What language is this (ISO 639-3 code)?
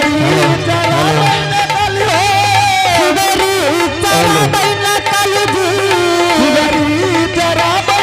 anp